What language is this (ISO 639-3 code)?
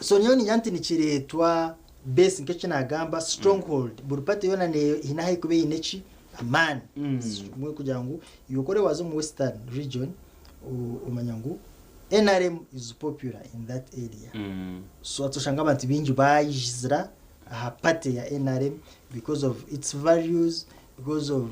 nyn